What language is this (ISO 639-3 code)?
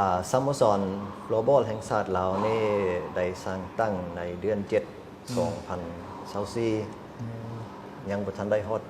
lao